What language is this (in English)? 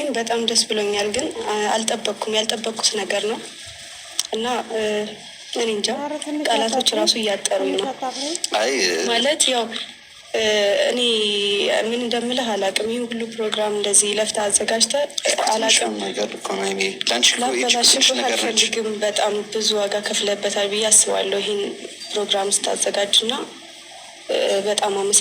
Amharic